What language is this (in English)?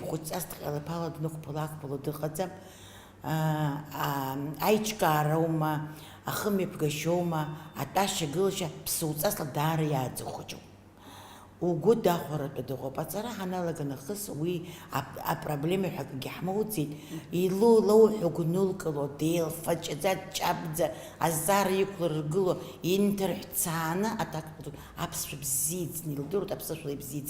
Abkhazian